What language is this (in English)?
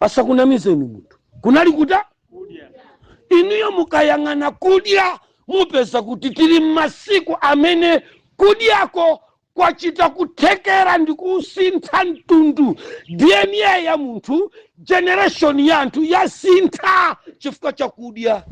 Nyanja